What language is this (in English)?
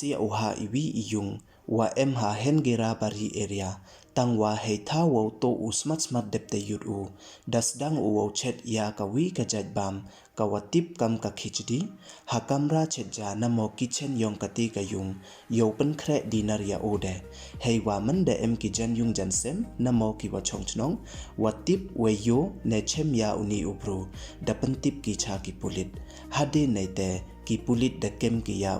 Pnar